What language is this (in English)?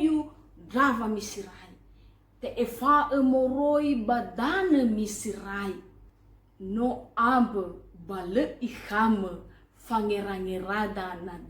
Nias